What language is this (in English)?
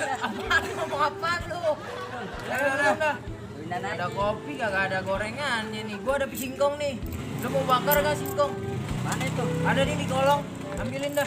Betawi